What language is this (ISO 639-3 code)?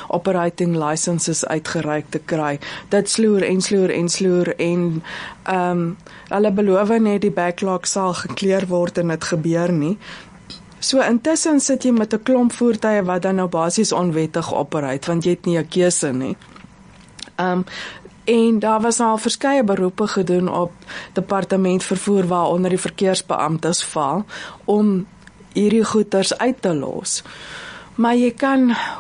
afr